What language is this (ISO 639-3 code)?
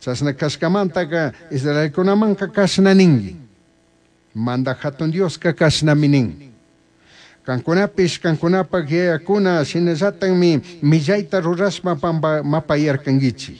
qug